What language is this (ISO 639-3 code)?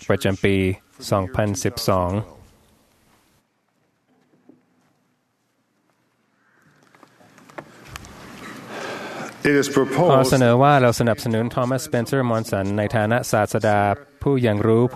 tha